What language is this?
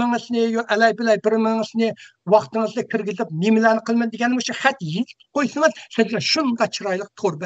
Uyghur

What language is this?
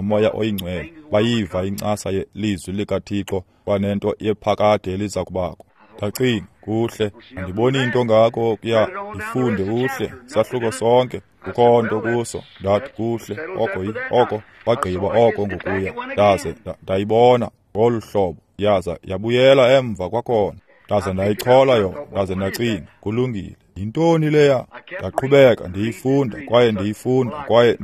Xhosa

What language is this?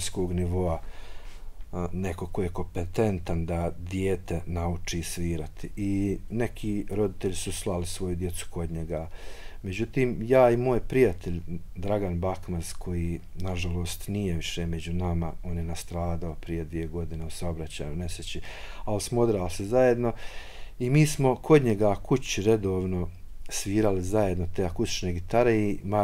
Bosnian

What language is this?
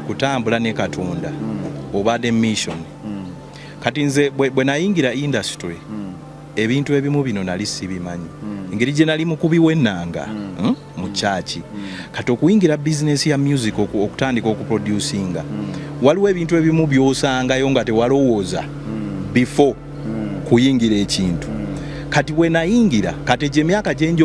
Ganda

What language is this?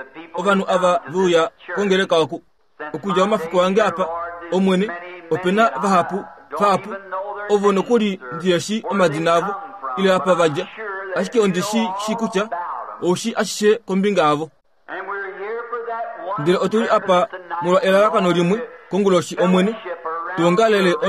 Kuanyama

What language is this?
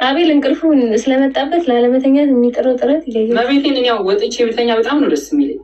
Amharic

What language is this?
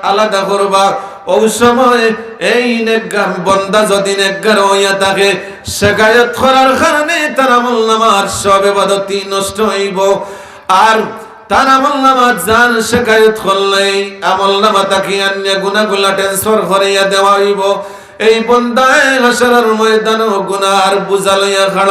Sylheti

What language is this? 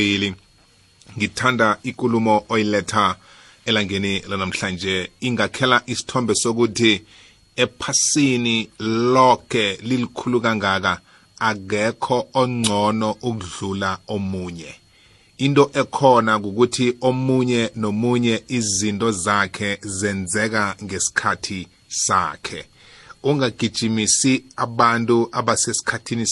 South Ndebele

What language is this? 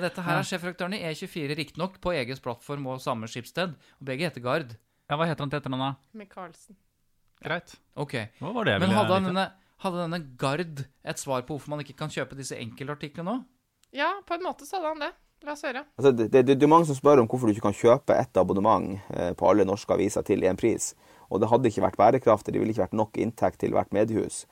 Norwegian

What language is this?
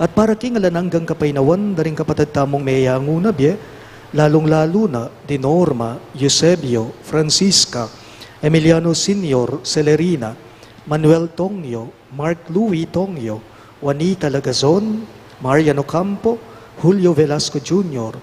Pampanga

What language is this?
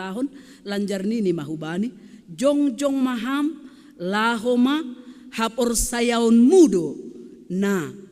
Batak Simalungun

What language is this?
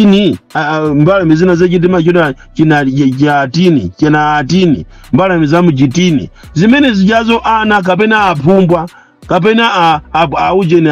Nyanja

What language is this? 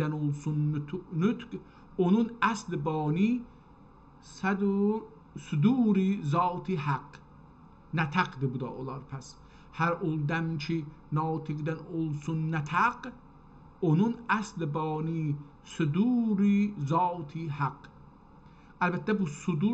South Azerbaijani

